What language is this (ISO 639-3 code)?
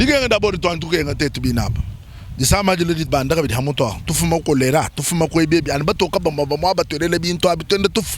lua